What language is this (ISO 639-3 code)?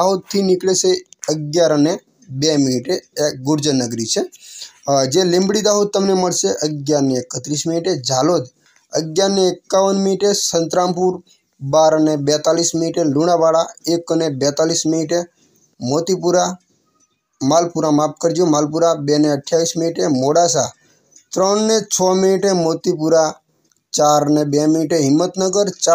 guj